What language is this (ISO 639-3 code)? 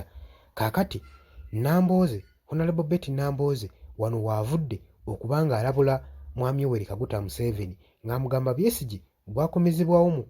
lug